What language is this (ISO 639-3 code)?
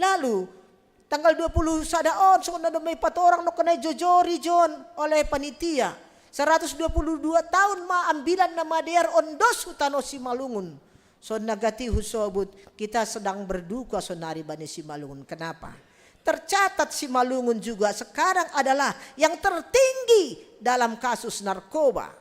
bts